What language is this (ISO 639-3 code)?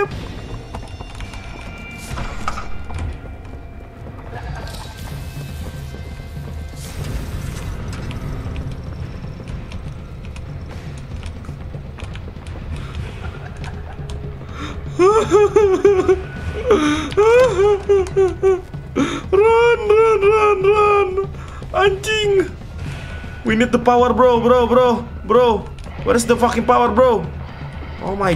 ind